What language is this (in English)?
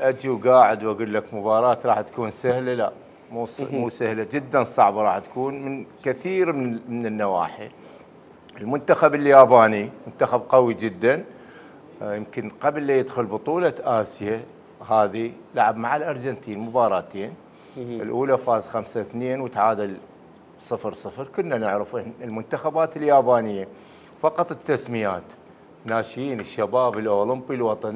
Mesopotamian Arabic